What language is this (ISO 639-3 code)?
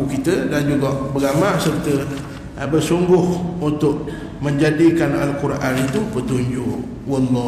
msa